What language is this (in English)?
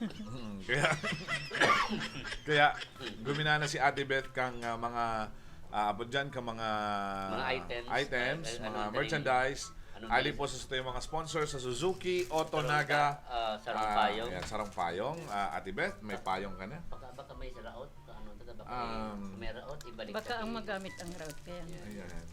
Bikol